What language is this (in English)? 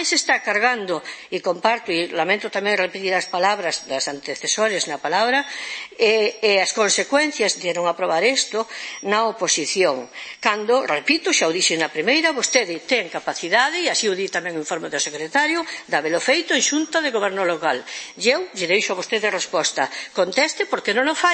Galician